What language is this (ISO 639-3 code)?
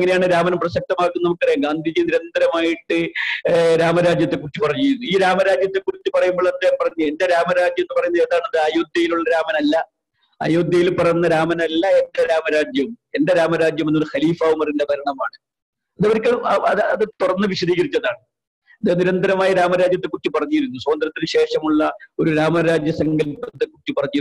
mal